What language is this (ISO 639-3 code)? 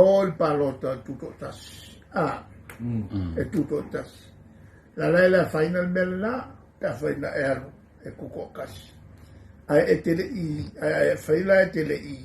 smo